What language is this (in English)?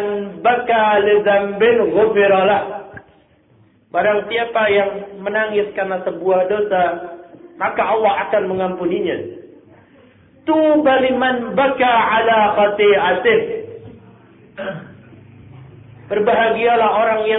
Indonesian